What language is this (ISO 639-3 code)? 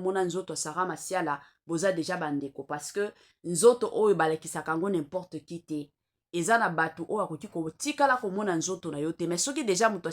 lin